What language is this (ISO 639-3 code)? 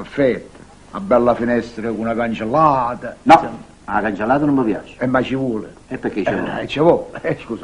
nap